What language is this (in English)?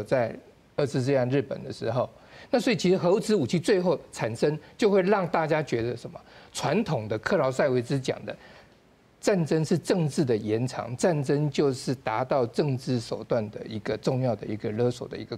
Min Nan Chinese